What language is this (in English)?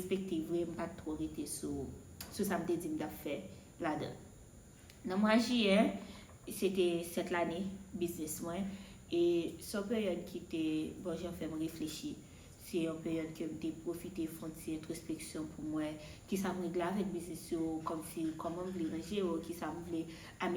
Haitian Creole